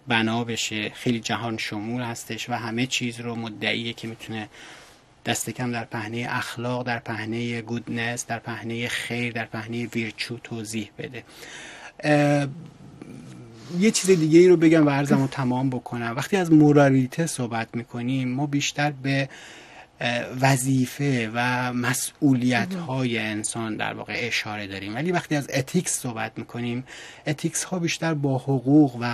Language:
Persian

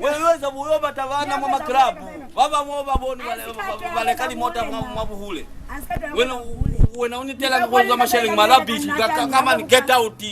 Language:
Lozi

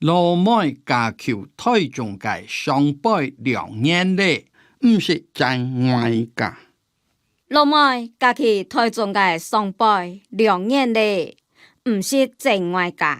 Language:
Hakka Chinese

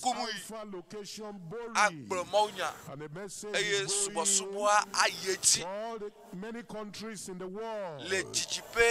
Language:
Ewe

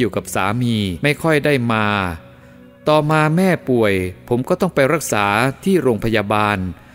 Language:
Thai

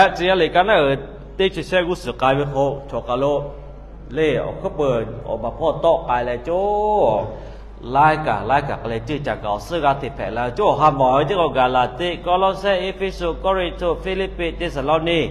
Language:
Lahu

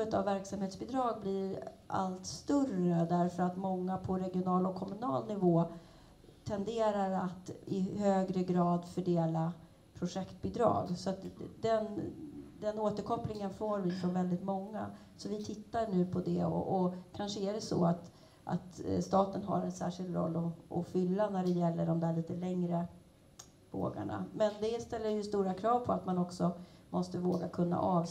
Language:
Swedish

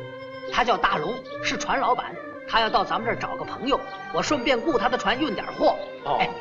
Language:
Chinese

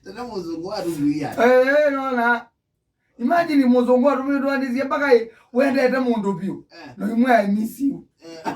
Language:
Kamba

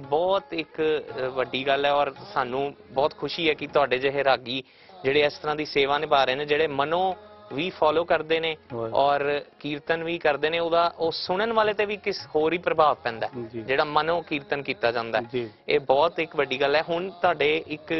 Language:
Punjabi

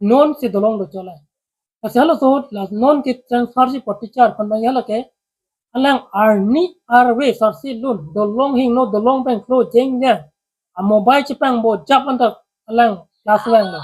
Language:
Karbi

